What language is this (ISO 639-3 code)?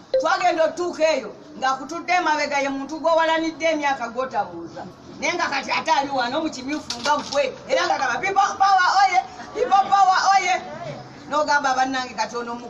lug